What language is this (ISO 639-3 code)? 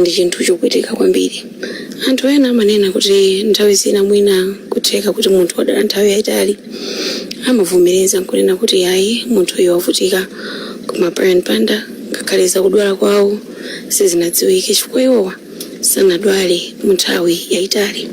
nya